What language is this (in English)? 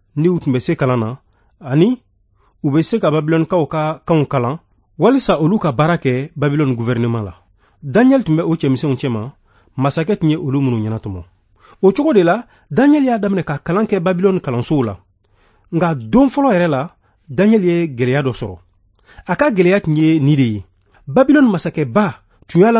Bambara